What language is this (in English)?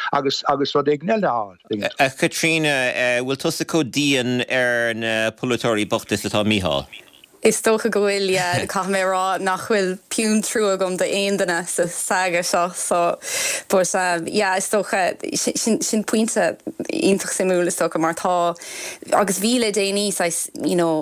Irish